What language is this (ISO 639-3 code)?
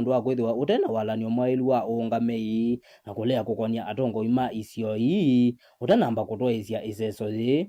kam